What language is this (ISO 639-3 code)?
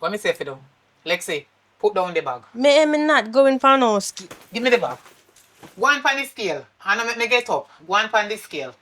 jam